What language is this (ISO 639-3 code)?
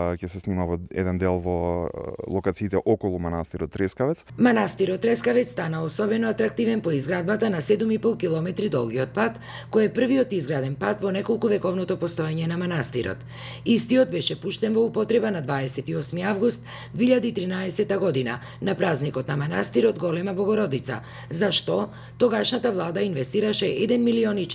mkd